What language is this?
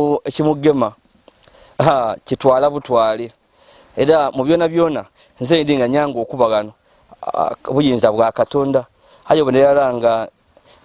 Ganda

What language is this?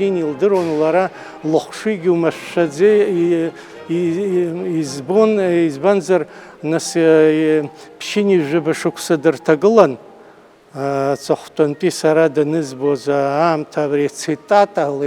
Abkhazian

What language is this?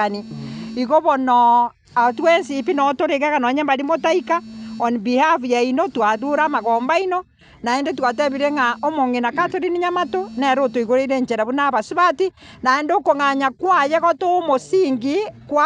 Gusii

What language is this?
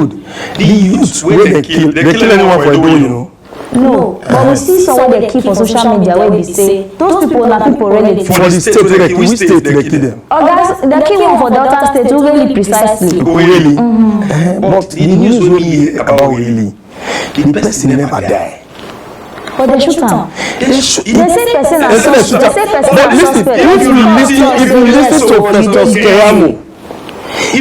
Nigerian Pidgin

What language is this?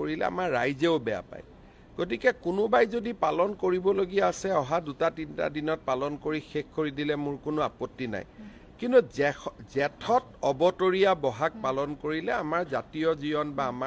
Assamese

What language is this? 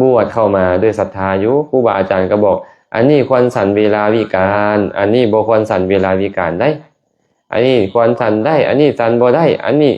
Lao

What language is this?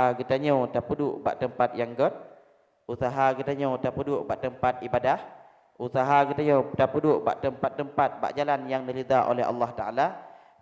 Achinese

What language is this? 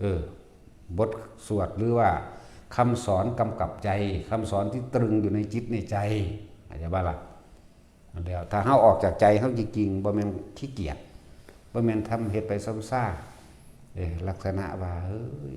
Northeastern Thai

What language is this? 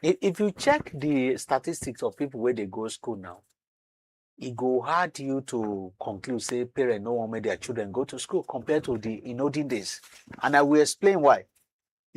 Nigerian Pidgin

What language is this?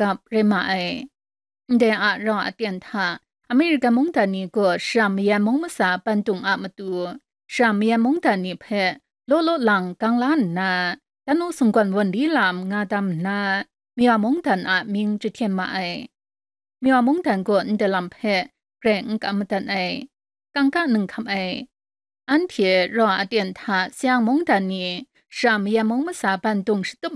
Kachin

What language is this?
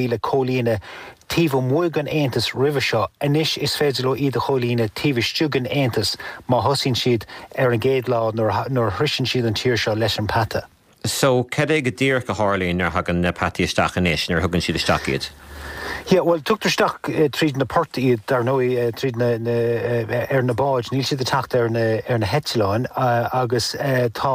Irish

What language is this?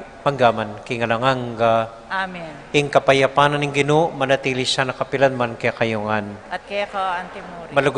Pampanga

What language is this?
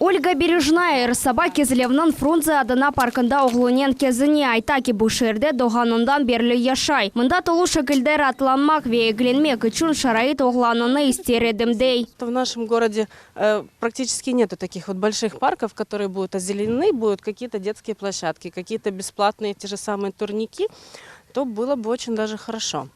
Crimean Tatar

